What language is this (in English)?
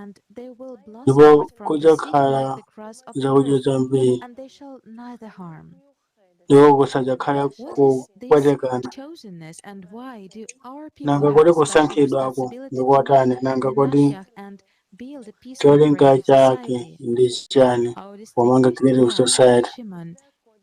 Nyanja